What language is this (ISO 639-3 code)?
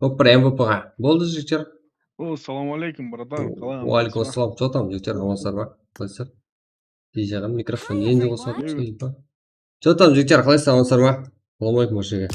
kaa